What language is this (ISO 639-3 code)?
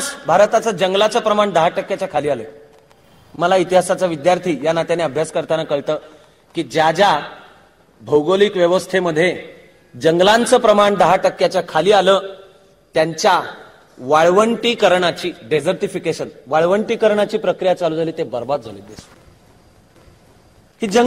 mar